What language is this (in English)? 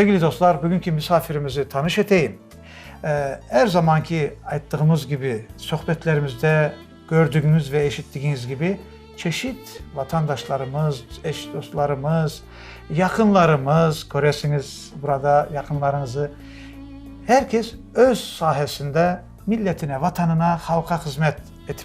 Crimean Tatar